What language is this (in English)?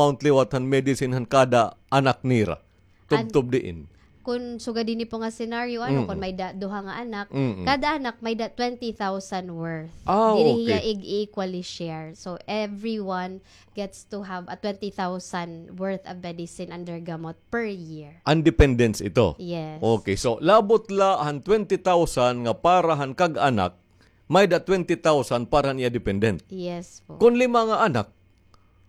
Waray